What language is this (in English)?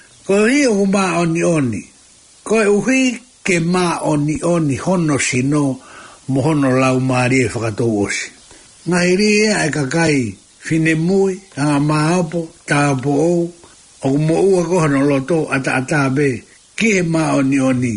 Tongan